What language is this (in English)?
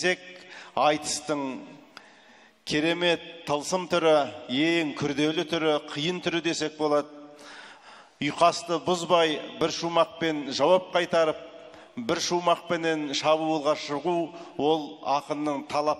Kazakh